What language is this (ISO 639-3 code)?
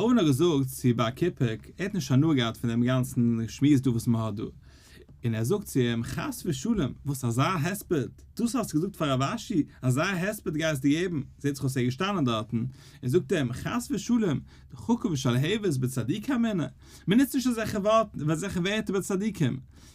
yid